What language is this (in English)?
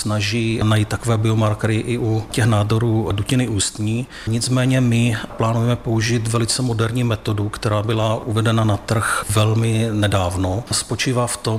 Czech